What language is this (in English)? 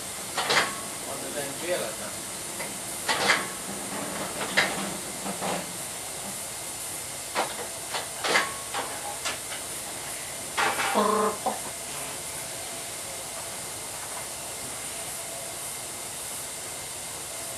Finnish